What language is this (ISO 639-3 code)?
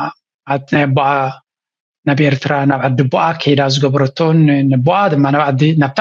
tir